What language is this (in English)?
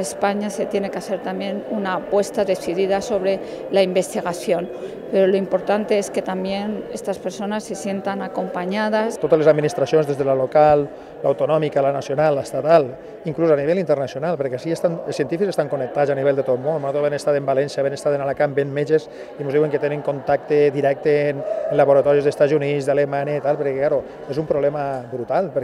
Catalan